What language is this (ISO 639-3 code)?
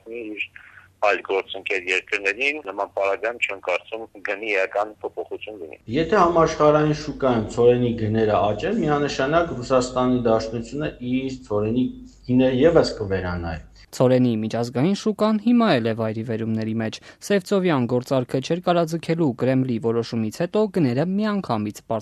hye